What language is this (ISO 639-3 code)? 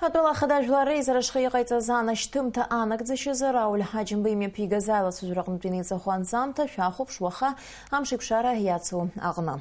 abk